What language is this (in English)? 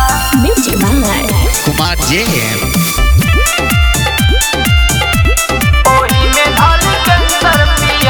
Bhojpuri